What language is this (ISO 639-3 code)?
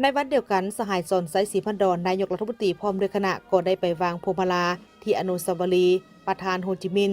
lao